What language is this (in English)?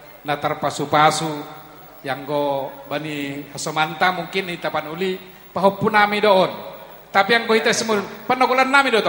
Batak Toba